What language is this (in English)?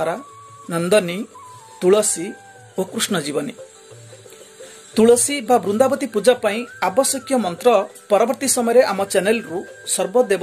Odia